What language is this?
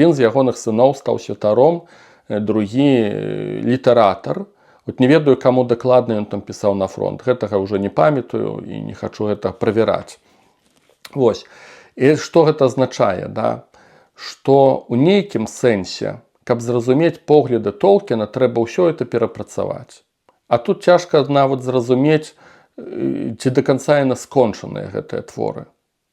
Belarusian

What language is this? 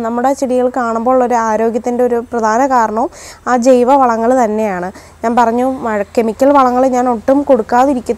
Malayalam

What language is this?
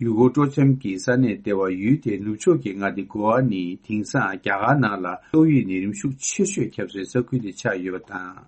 Tibetan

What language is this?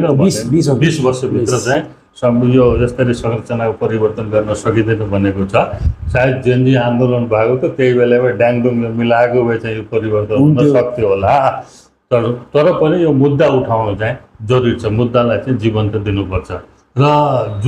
Nepali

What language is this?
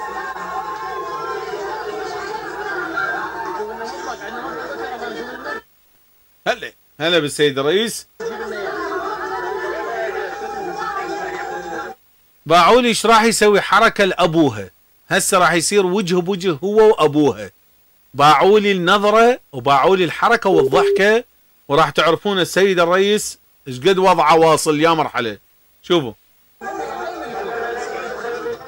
Mesopotamian Arabic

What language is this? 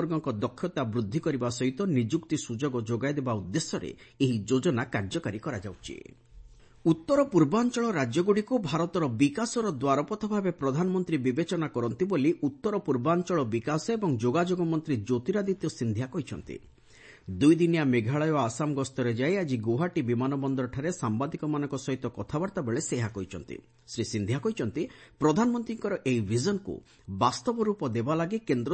Odia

